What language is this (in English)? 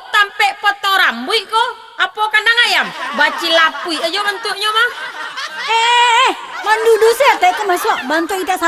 Minangkabau